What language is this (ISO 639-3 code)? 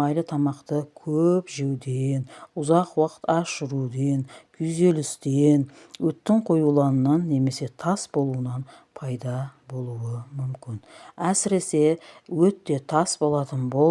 kaz